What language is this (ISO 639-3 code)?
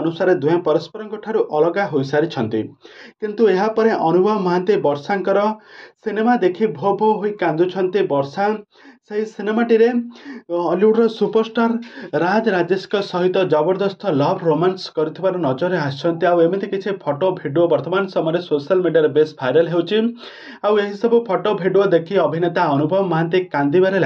ori